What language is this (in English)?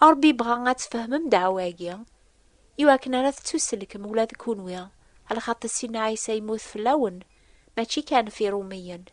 Kabyle